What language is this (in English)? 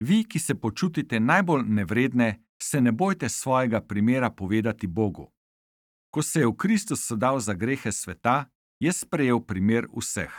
Slovenian